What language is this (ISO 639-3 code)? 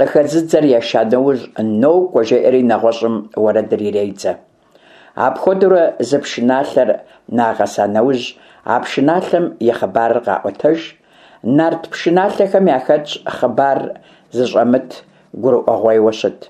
kbd